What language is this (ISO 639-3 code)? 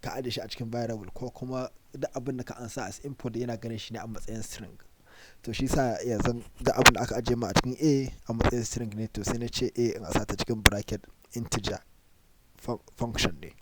hau